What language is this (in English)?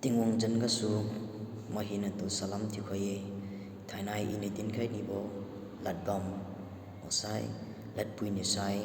Liangmai Naga